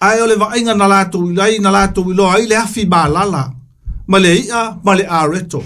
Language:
Samoan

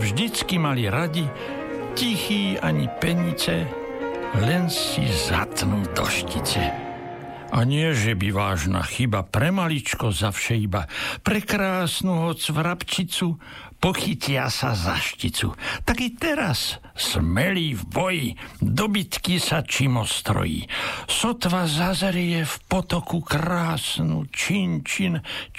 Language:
Slovak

